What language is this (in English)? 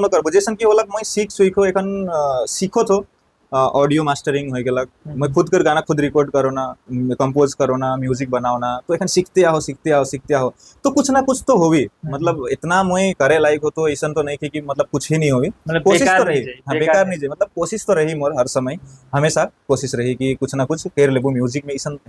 Sadri